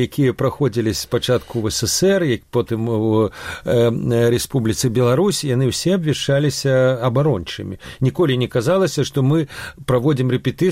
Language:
Belarusian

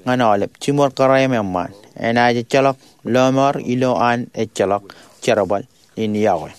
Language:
Marshallese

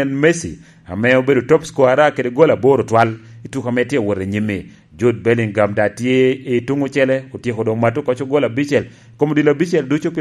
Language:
Lango (Uganda)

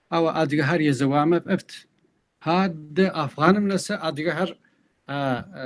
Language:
Kabardian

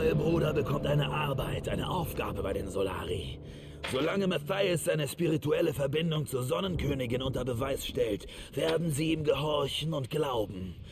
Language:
Bavarian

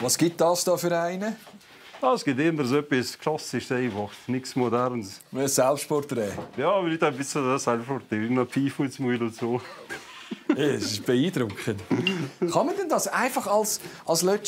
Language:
Swiss German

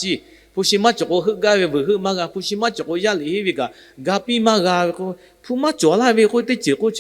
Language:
Lahu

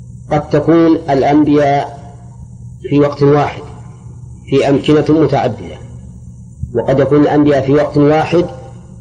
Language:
Arabic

